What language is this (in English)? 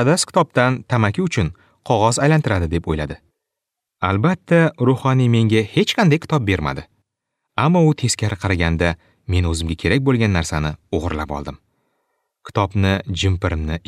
Uzbek